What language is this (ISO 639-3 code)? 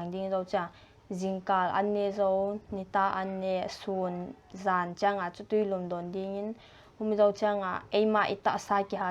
pck